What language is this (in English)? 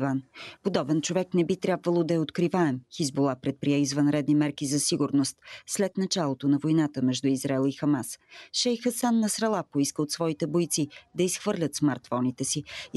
Bulgarian